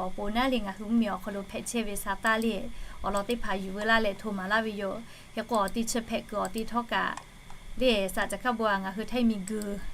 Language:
Lahu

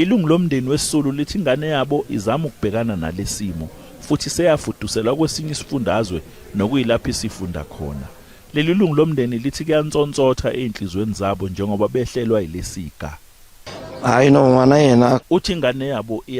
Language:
Zulu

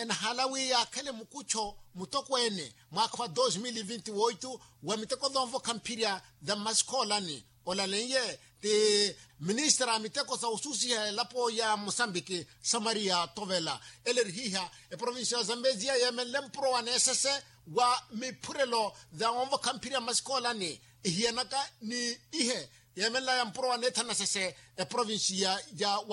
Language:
Makhuwa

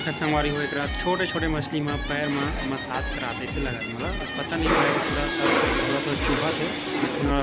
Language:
Chhattisgarhi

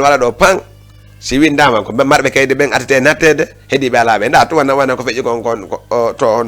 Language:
Fula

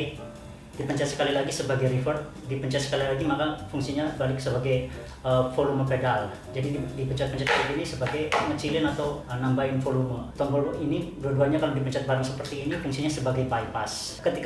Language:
Indonesian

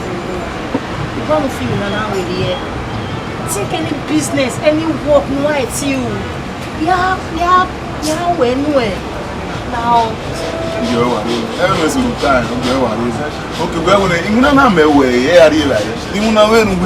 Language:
Bini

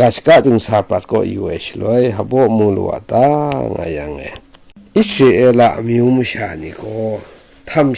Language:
Kachin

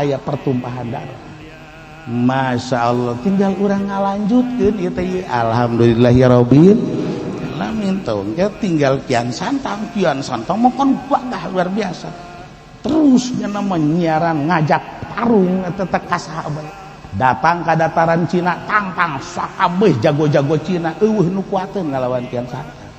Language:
Sundanese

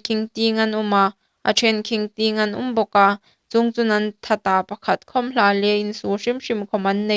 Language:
Hmar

